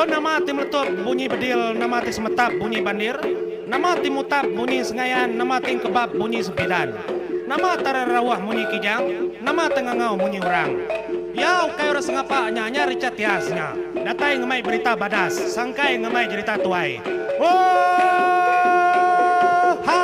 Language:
Iban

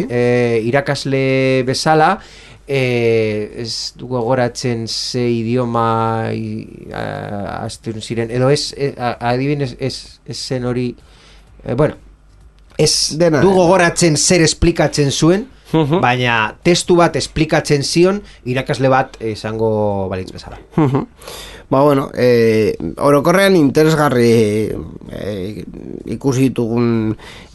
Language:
Basque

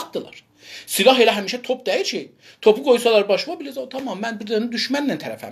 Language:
South Azerbaijani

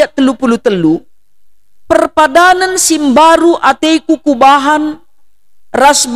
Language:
Batak Karo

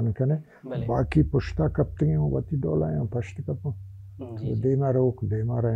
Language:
Baluchi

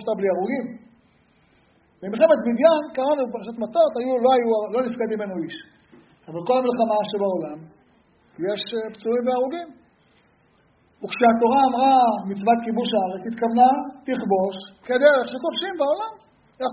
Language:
Hebrew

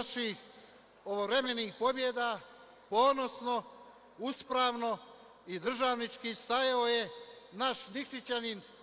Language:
Serbian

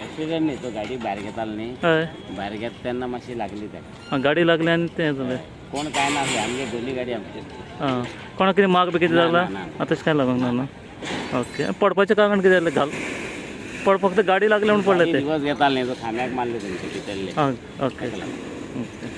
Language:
Konkani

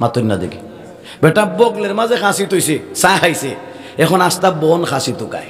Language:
Sylheti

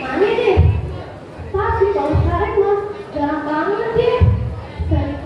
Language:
Betawi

